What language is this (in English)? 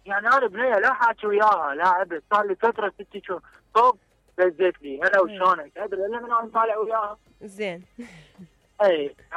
Mesopotamian Arabic